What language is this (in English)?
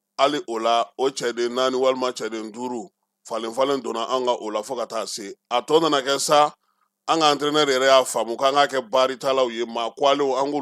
Bambara